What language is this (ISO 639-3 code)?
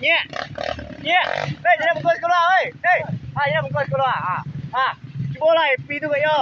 min